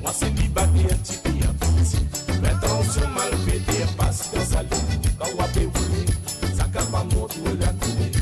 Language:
Morisyen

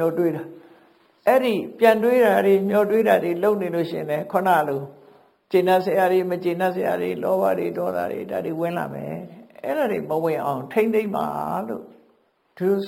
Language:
Burmese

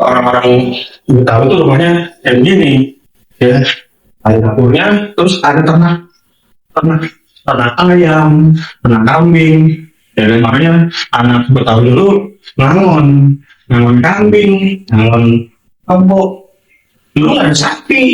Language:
Betawi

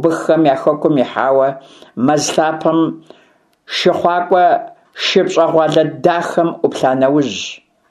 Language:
Kabardian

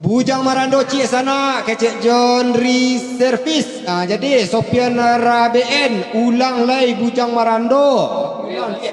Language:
Minangkabau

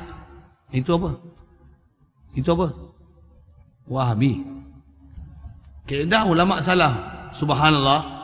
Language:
Malay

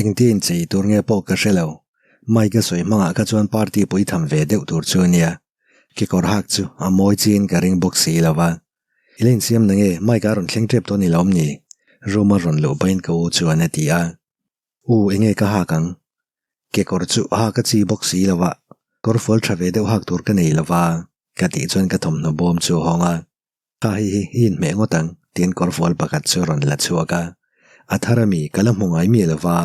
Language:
Mizo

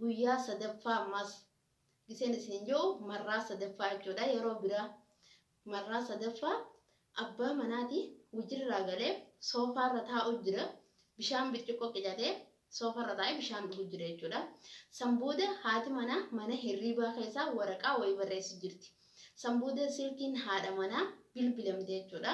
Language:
Oromo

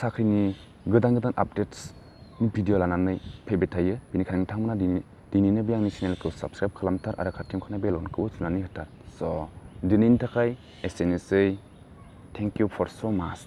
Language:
Bodo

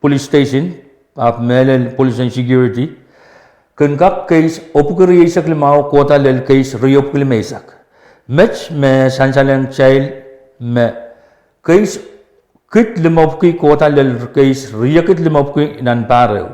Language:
Pohnpeian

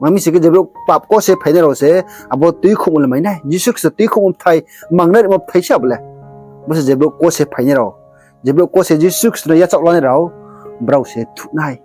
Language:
Riang (India)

